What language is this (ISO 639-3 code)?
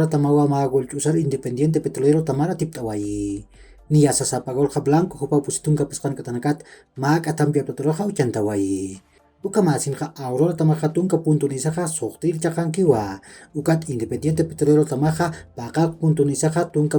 aym